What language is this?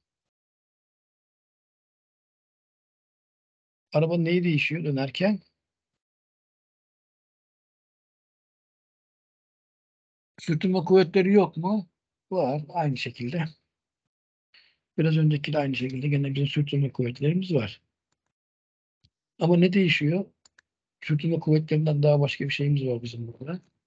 Turkish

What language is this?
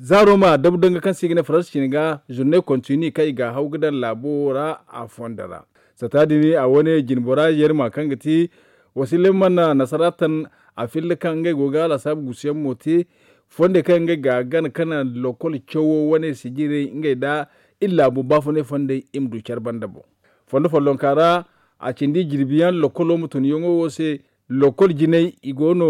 Zarma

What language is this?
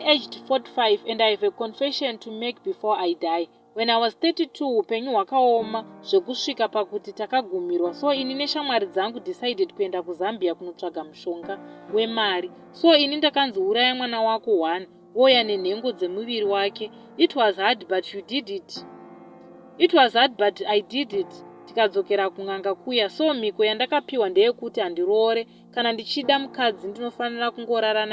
Shona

